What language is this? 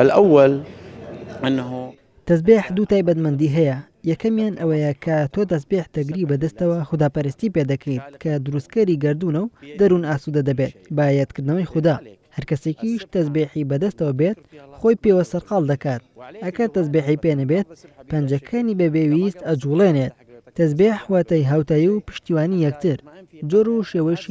Central Kurdish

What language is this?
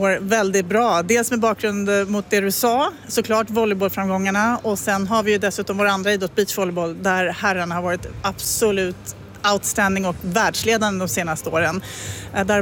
Swedish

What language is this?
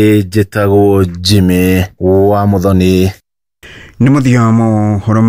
Kikuyu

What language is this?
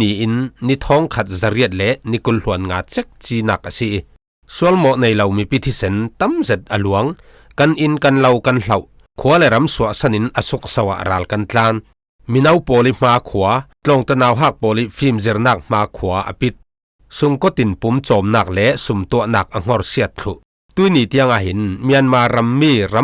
Falam Chin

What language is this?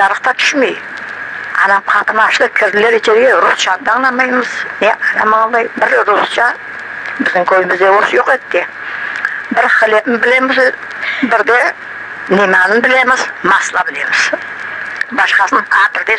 Crimean Tatar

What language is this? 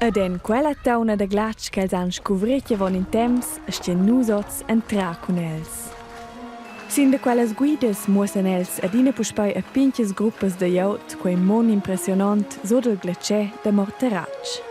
Romansh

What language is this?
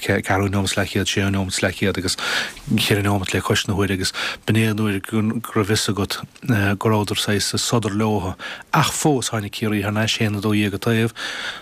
Irish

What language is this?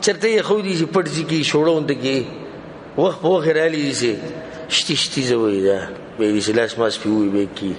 Pashto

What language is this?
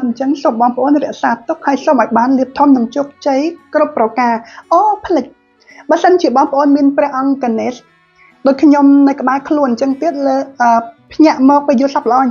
Khmer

